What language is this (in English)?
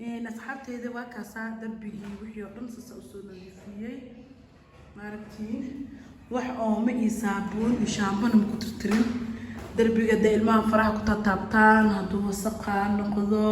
Somali